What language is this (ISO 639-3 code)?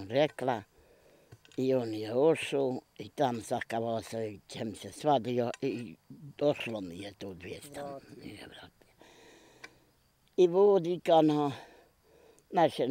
bos